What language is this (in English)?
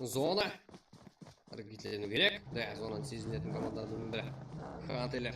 Kara-Kalpak